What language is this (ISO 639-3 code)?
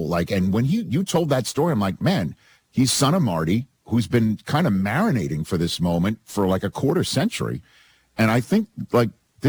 eng